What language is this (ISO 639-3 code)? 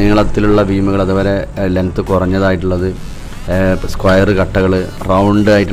mal